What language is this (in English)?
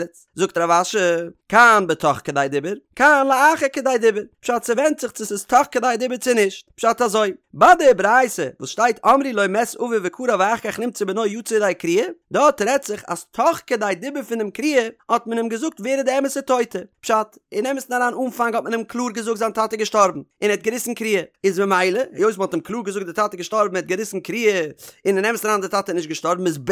Yiddish